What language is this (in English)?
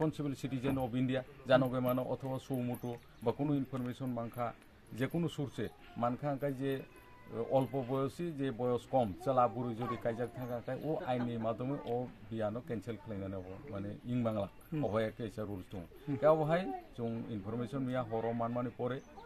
Kok Borok